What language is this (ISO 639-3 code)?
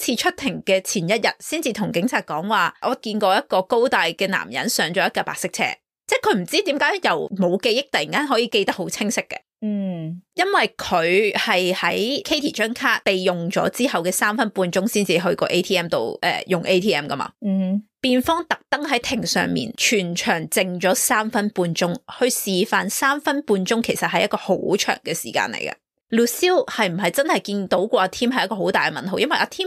yue